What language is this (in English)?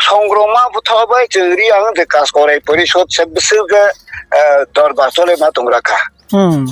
Riang (India)